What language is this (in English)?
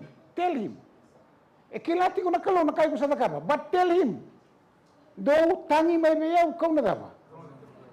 Fijian